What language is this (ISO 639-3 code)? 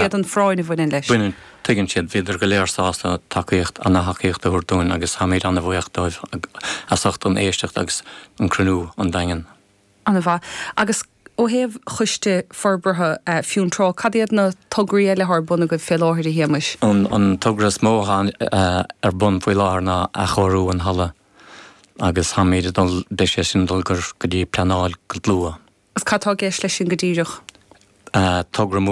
gle